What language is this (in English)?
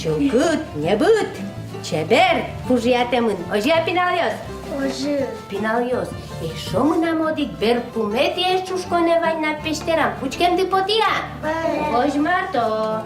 Udmurt